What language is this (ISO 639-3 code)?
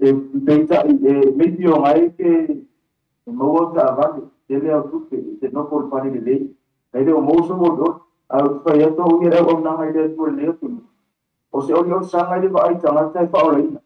smo